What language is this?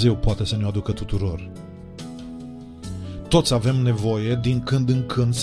Romanian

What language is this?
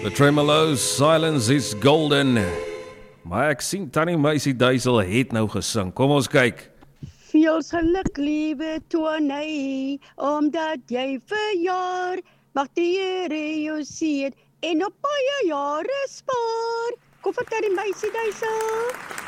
Afrikaans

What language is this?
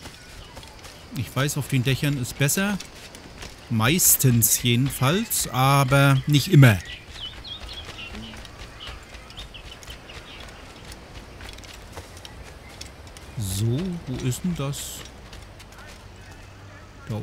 German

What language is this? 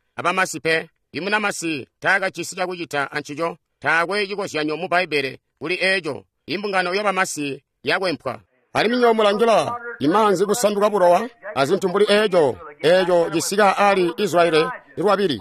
Tonga (Zambia)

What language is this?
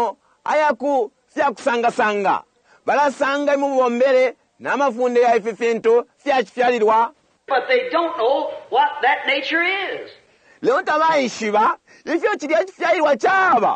Bemba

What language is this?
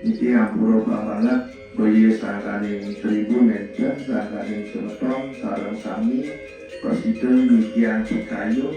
Balinese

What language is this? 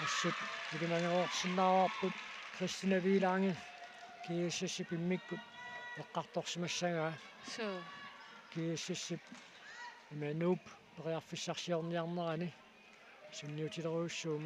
Kalaallisut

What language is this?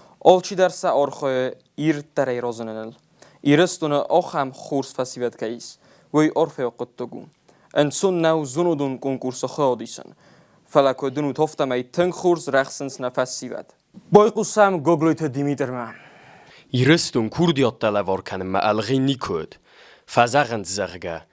Ossetic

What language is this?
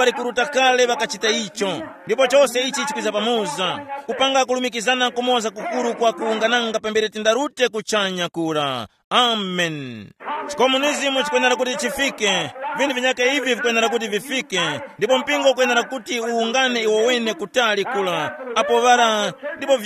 Tumbuka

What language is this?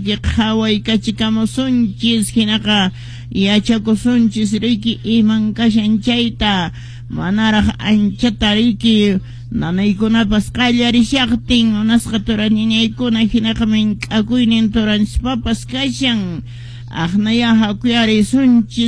Quechua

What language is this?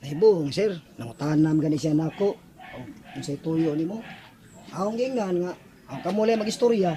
Cebuano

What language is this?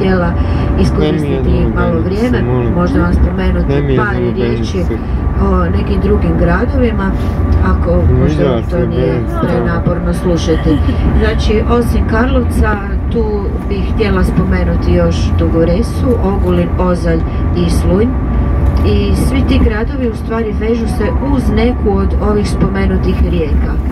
Croatian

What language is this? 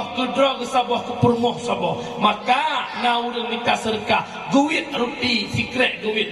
Achinese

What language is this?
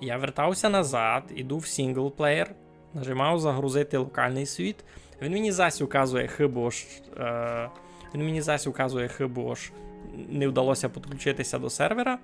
Rusyn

